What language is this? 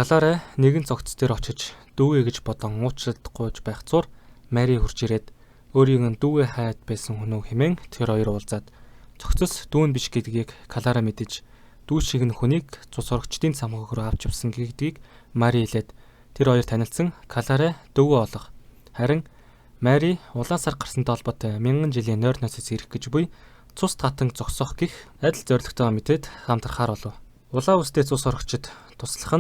Mongolian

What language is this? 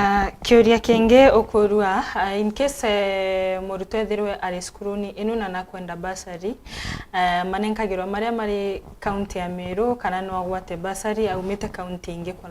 Meru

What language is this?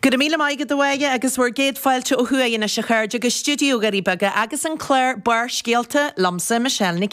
Irish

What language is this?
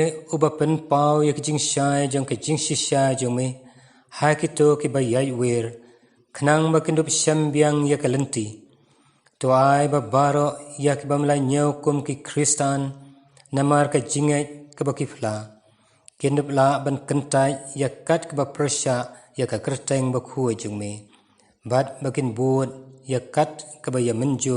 Khasi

